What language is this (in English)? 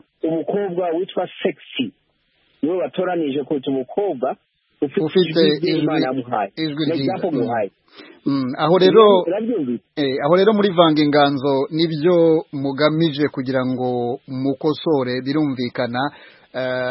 Kinyarwanda